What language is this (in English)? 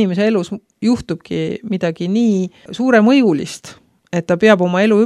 Estonian